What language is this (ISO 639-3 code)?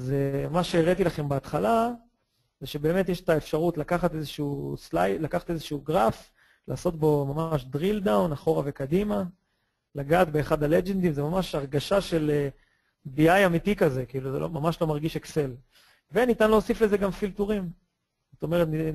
heb